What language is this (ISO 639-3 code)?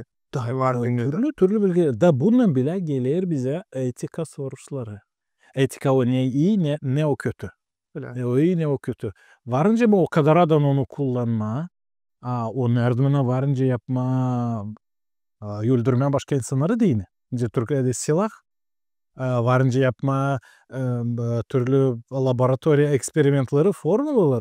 gag